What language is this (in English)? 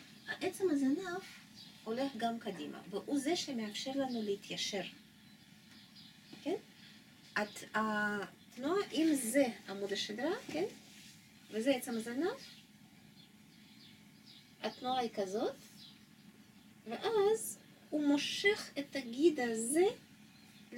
Hebrew